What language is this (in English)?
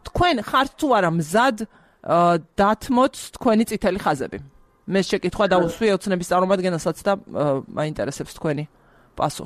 Georgian